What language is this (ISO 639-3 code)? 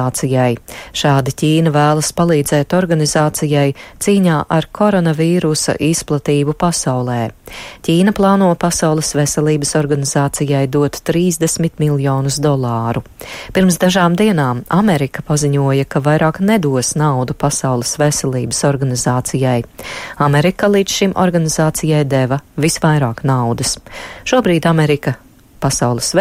lav